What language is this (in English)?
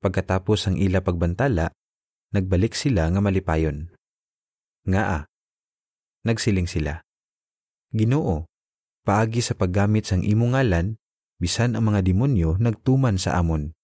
Hiligaynon